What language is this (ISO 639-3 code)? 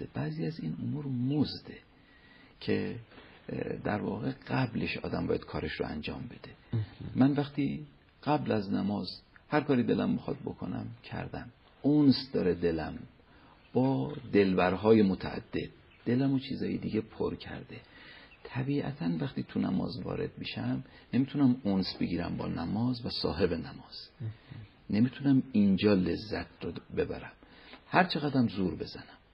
fas